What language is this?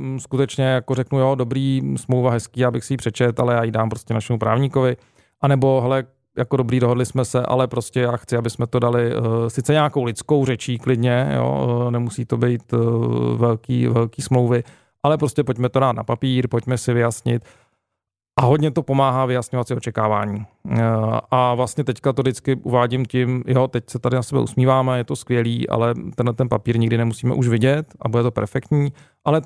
Czech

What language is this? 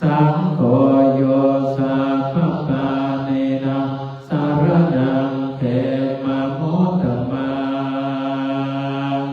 Pali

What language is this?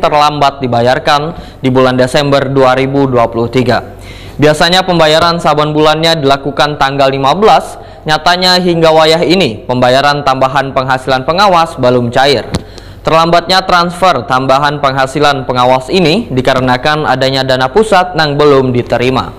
Banjar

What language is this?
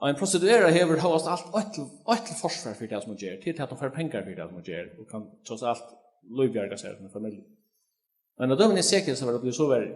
Faroese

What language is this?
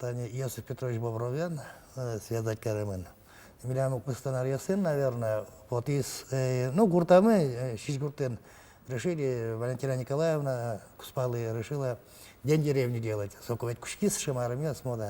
Udmurt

